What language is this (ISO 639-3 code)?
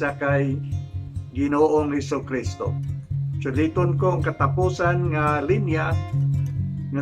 hil